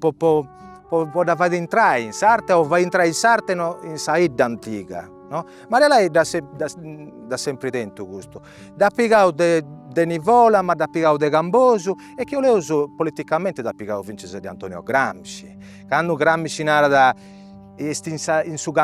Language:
Sardinian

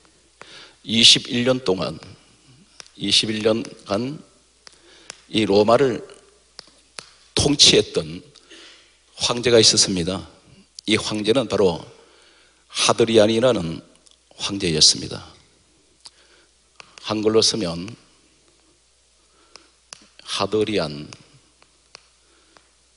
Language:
Korean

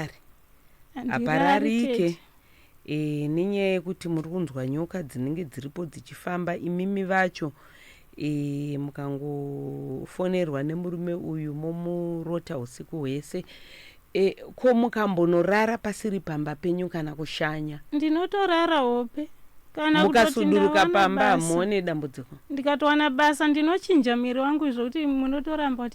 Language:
Shona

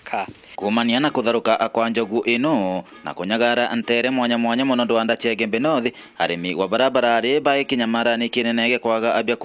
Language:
Meru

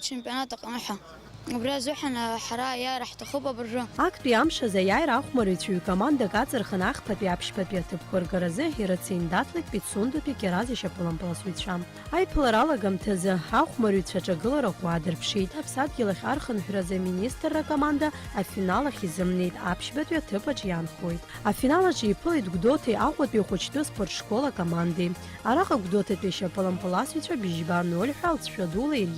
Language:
Abkhazian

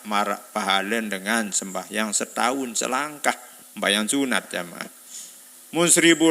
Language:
Sasak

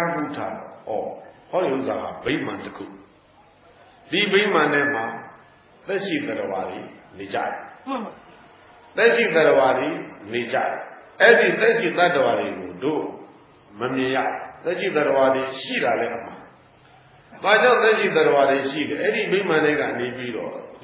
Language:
Burmese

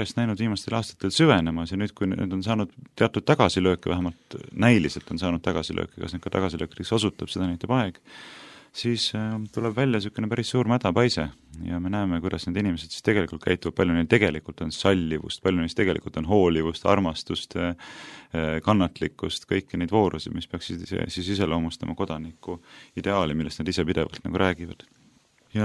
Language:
Estonian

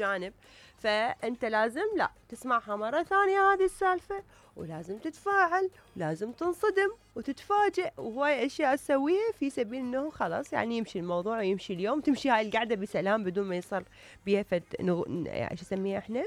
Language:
Mesopotamian Arabic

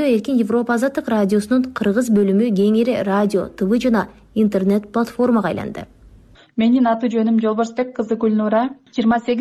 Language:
Kyrgyz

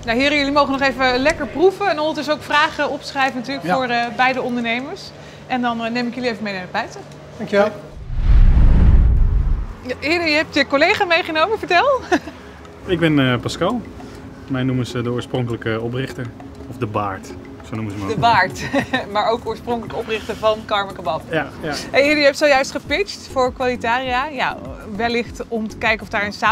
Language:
Dutch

